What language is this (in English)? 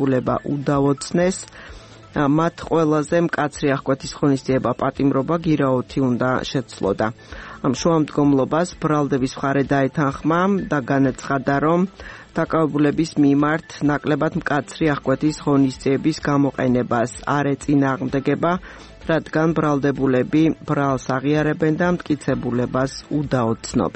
Georgian